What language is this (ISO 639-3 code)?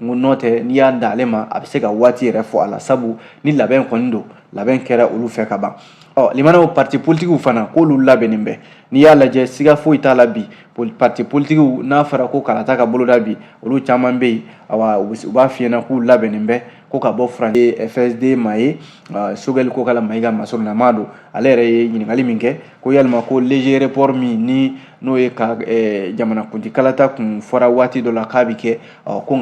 bam